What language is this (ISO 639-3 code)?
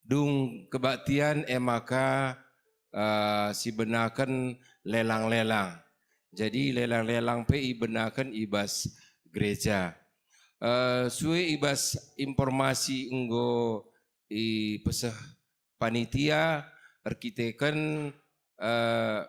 btx